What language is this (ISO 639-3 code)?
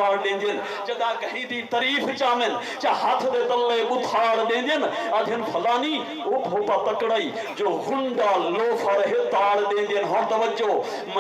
skr